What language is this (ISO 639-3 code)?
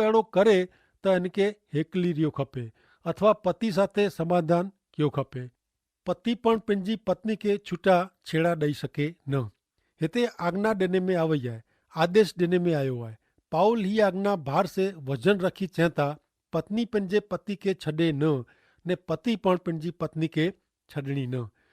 kfr